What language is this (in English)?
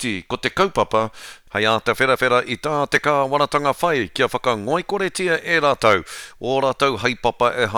Māori